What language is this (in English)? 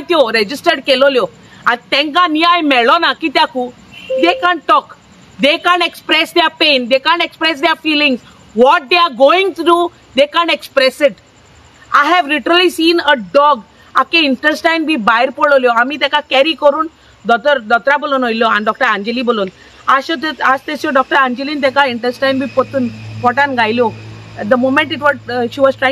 Konkani